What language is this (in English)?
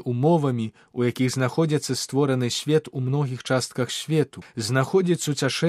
Belarusian